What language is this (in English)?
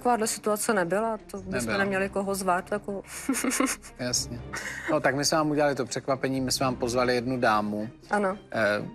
Czech